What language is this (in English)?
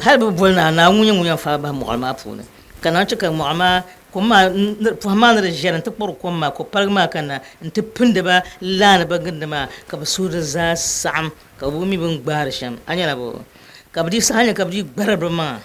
Dagbani